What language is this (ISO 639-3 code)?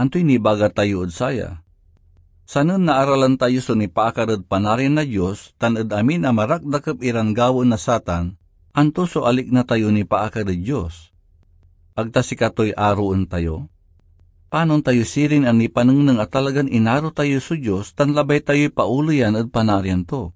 pag